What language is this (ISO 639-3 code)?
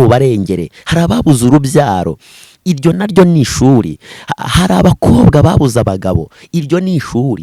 kin